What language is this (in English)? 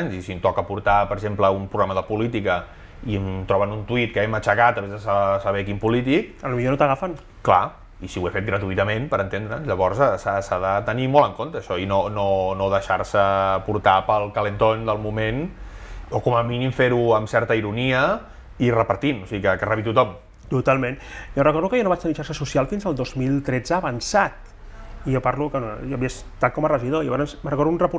Catalan